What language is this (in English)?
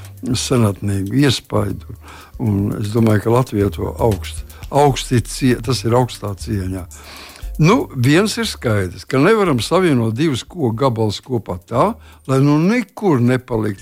Latvian